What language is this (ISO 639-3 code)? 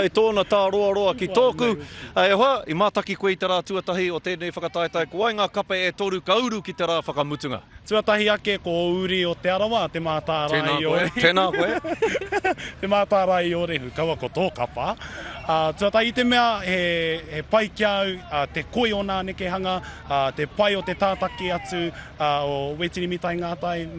mri